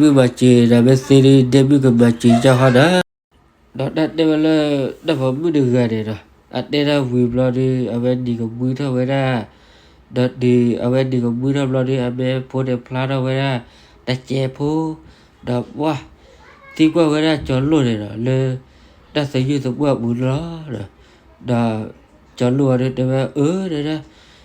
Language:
S'gaw Karen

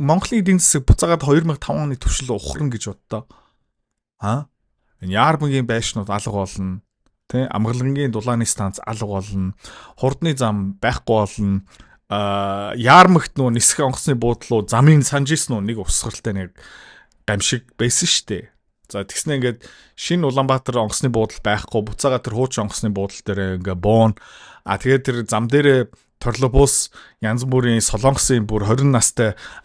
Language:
Mongolian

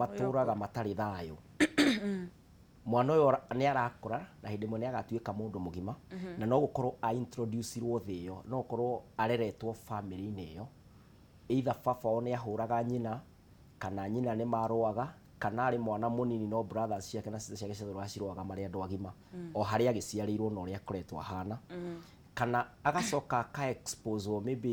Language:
Kikuyu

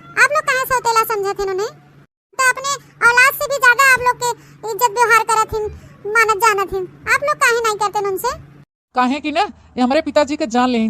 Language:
Awadhi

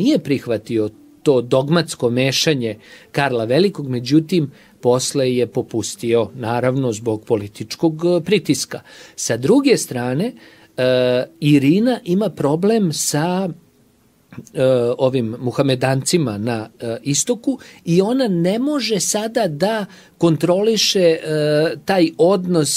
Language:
Serbian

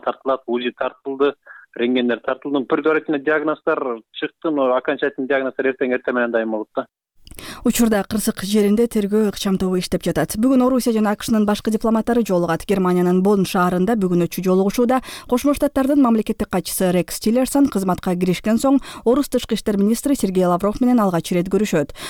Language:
Kyrgyz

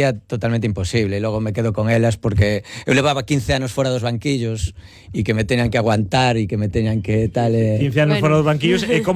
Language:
Galician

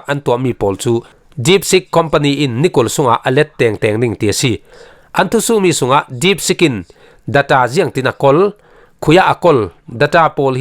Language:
Falam Chin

